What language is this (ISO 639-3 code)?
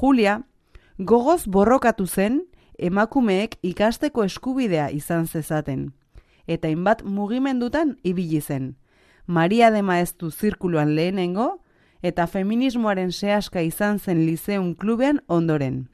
eus